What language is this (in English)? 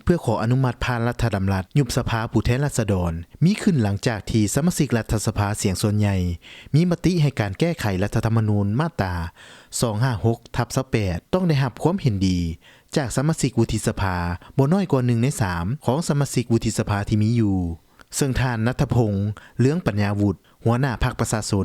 Lao